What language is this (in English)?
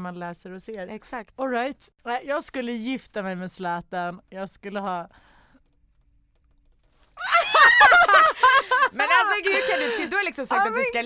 Swedish